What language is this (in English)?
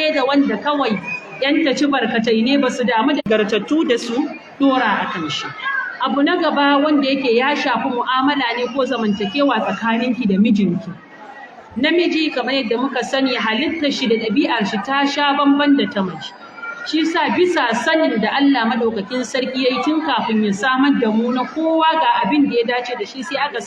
Hausa